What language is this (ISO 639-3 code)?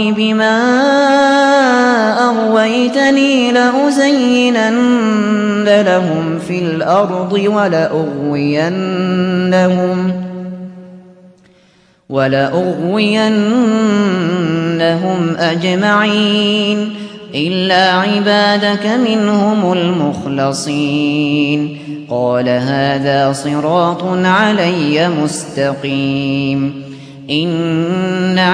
ara